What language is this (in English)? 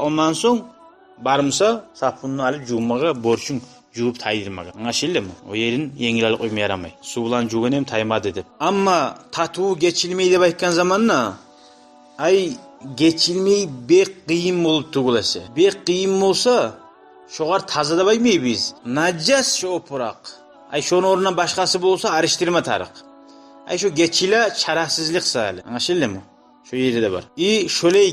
Kumyk